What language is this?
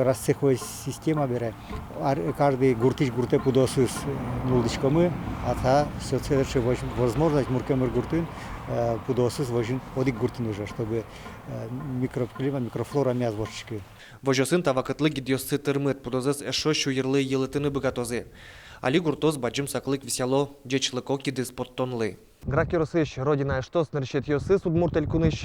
Udmurt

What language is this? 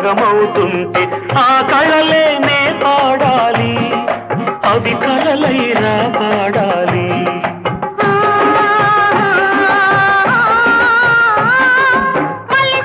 Telugu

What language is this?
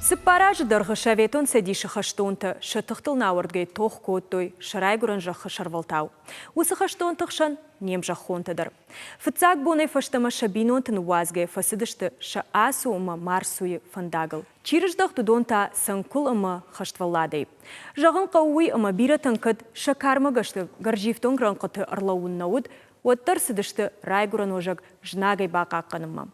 Ossetic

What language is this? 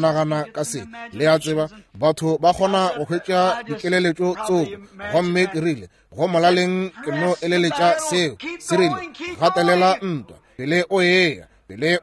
Northern Sotho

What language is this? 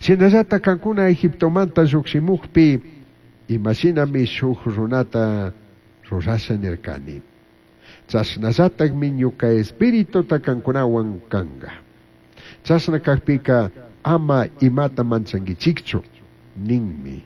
Chimborazo Highland Quichua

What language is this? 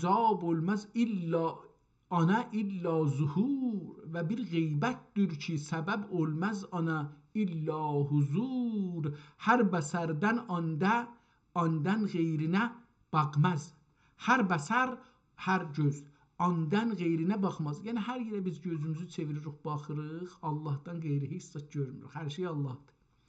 South Azerbaijani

